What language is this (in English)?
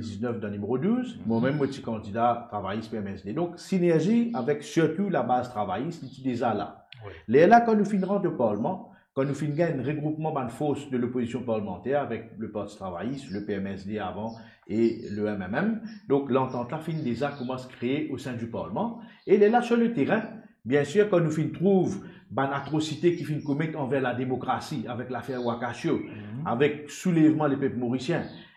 Morisyen